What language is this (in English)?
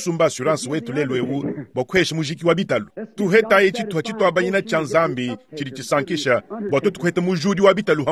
Luba-Lulua